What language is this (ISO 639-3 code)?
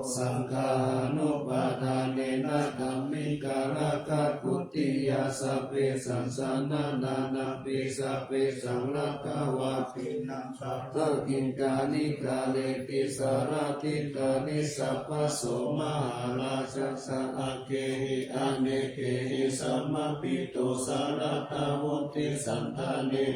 pli